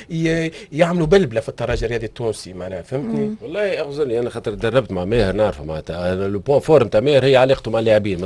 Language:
Tunisian Arabic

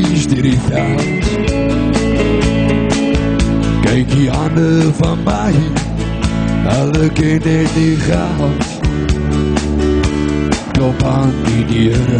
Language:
Afrikaans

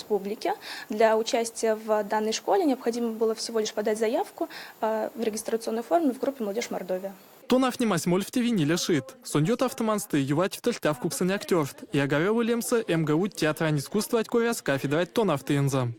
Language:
Erzya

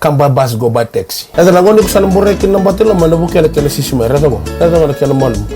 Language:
Fijian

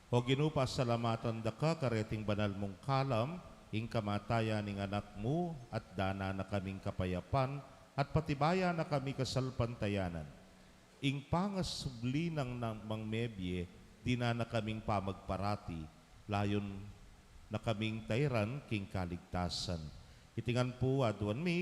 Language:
Pampanga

